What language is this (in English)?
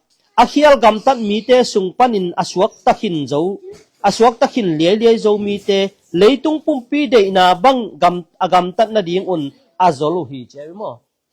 Tedim Chin